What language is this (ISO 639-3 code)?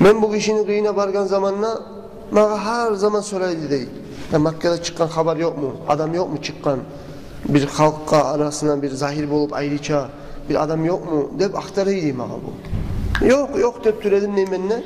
kum